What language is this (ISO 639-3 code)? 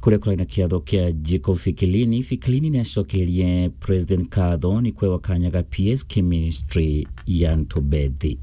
mer